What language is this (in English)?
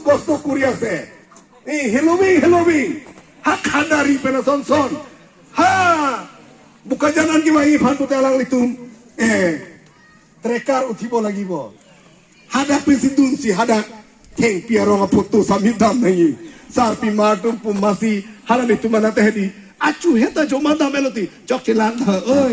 Karbi